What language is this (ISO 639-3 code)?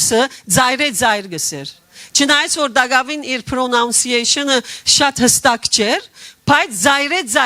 hyw